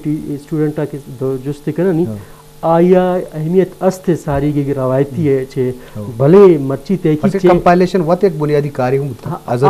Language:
Baluchi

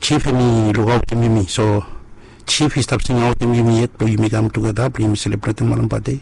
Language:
Bislama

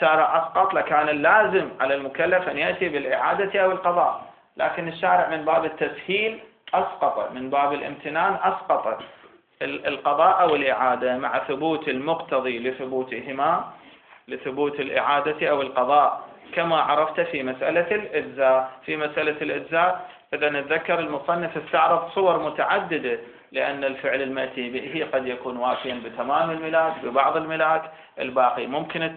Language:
Arabic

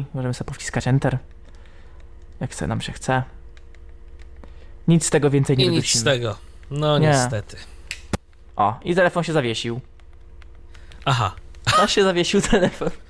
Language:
Polish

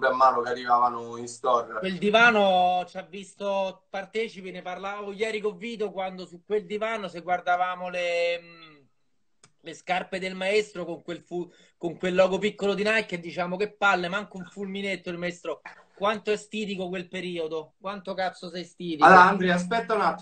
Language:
Italian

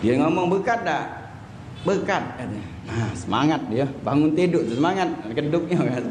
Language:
Musi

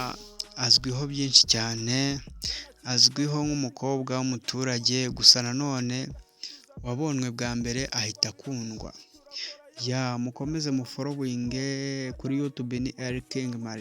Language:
Kinyarwanda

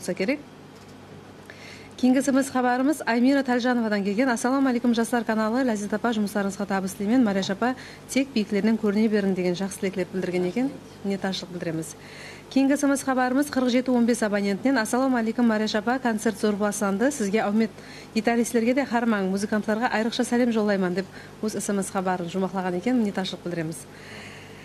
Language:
Kara-Kalpak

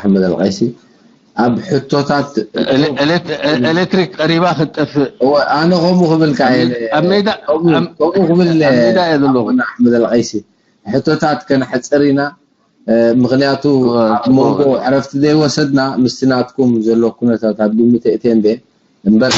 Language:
Tigrinya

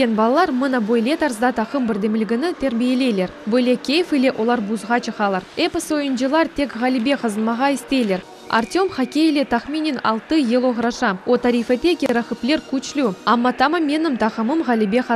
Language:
Crimean Tatar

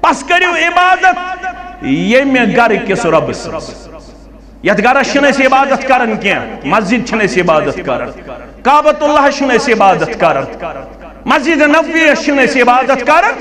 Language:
Kashmiri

